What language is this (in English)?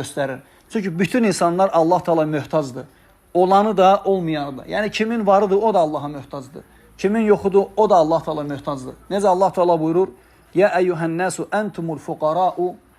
Azerbaijani